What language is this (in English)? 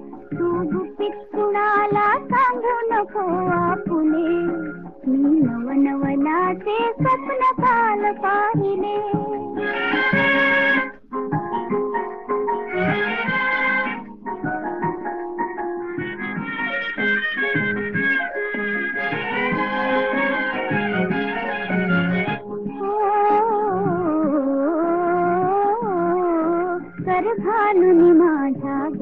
Marathi